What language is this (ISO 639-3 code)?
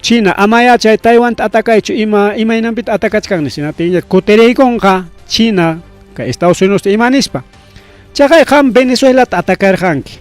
quy